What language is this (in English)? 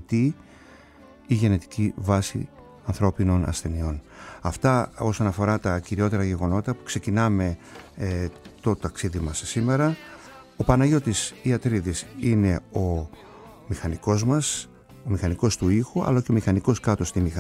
Greek